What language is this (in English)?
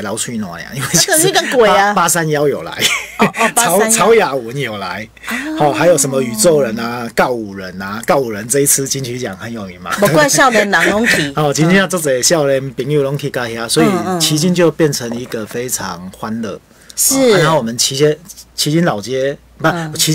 Chinese